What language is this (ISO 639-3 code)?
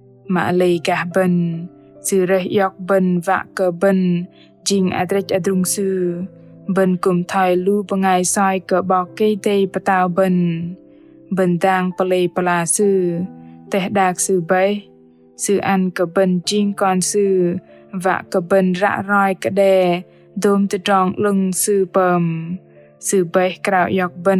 bdq